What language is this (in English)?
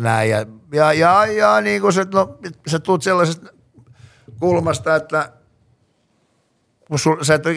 Finnish